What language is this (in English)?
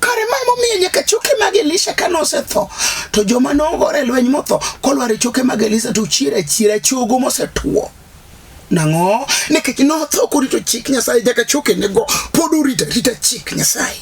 Luo (Kenya and Tanzania)